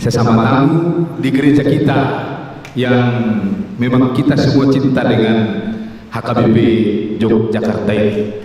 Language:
Batak Toba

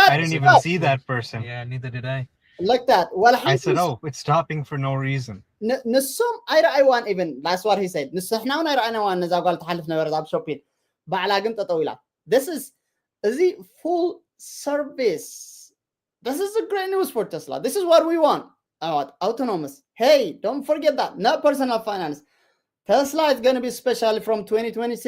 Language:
Tigrinya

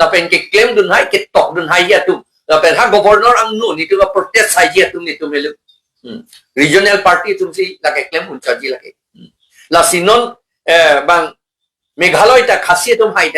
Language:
Karbi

